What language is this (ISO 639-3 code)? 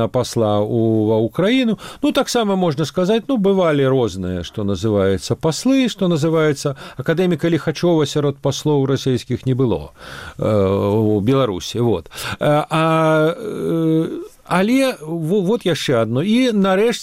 bel